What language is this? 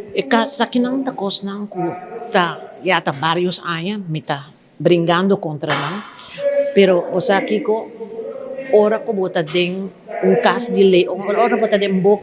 Papiamento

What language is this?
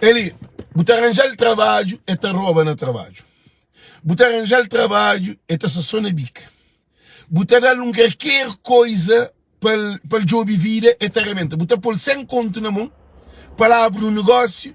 Kabuverdianu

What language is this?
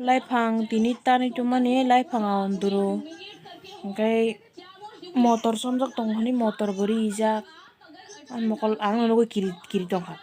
Kok Borok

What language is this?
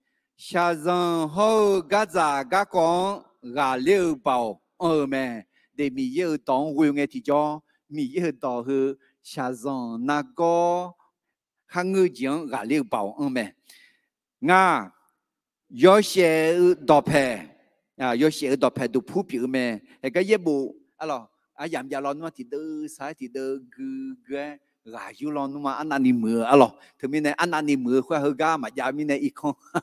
Akha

